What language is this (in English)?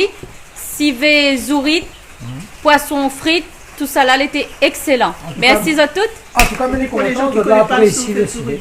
Réunion Creole French